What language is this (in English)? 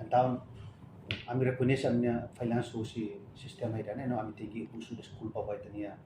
Tetum